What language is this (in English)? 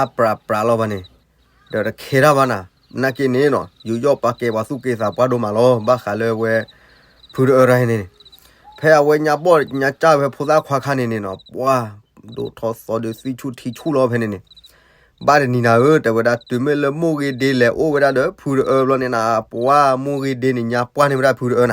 S'gaw Karen